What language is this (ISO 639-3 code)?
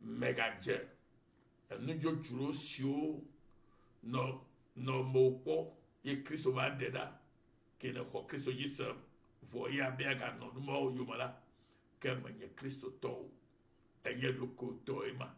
ewe